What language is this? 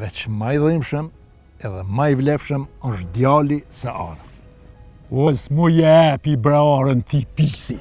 Albanian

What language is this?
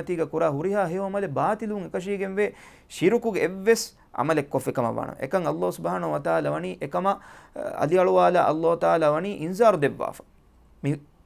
Divehi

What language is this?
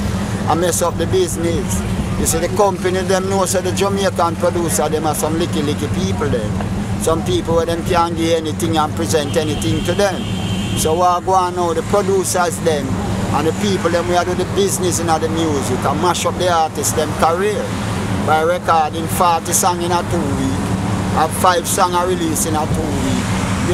Jamaican Creole English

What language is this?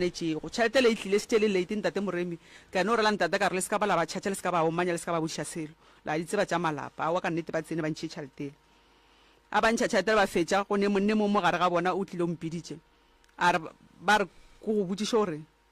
Northern Sotho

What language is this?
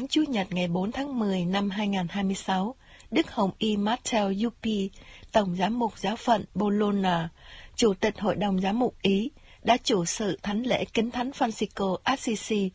Vietnamese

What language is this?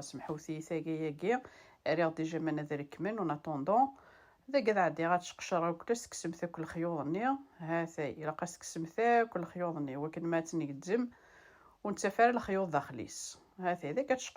Kabyle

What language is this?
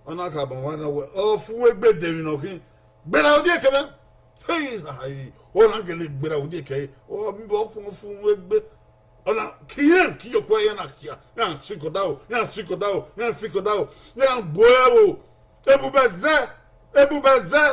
Bini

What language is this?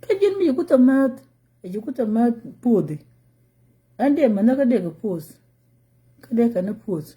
Nuer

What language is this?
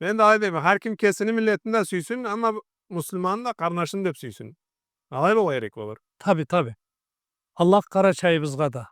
Karachay-Balkar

